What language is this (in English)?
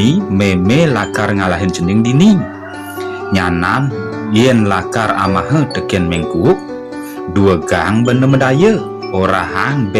Balinese